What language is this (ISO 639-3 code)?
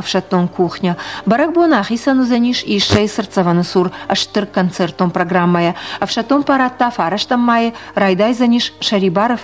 oss